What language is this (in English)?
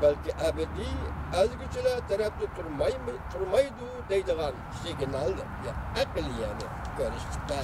Uyghur